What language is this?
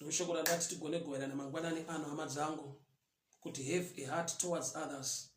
Shona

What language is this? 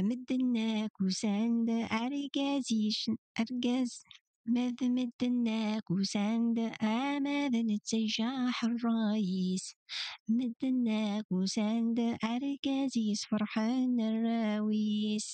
Kabyle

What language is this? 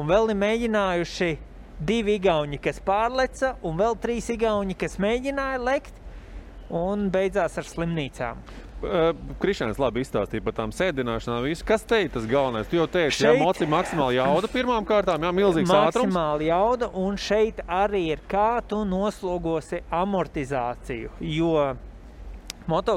Latvian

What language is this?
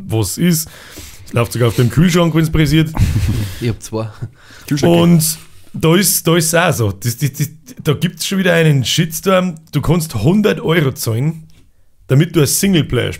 Bavarian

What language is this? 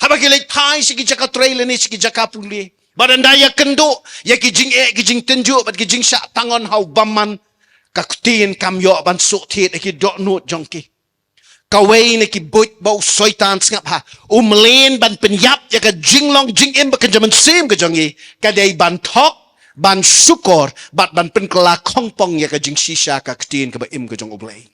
Khasi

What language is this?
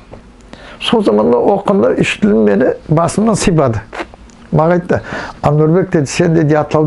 Nogai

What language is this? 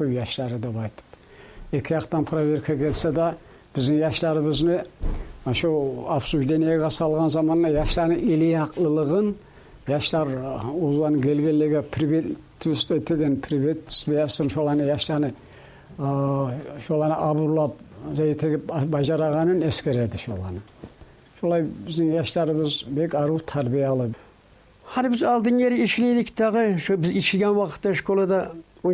Kumyk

